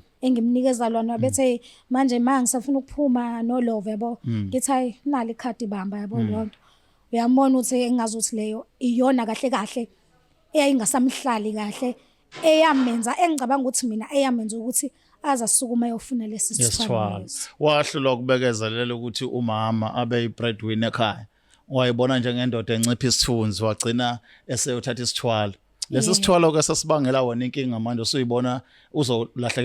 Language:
Zulu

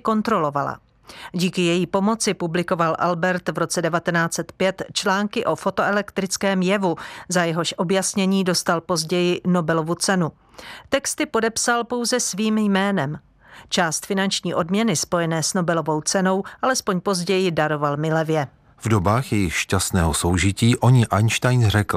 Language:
Czech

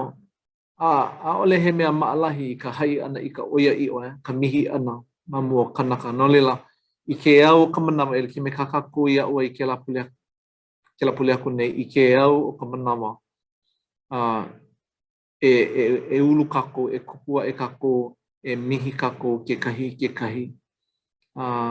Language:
Hawaiian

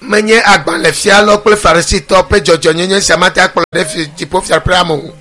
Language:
Ewe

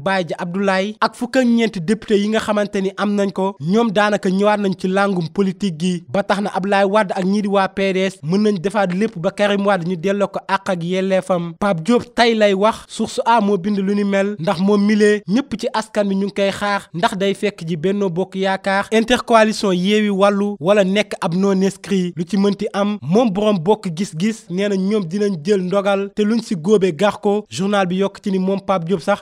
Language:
Wolof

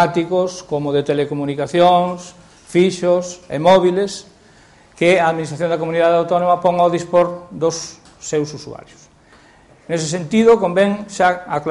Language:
Galician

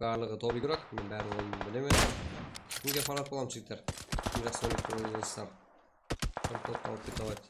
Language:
Kara-Kalpak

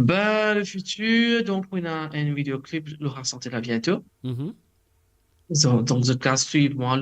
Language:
Morisyen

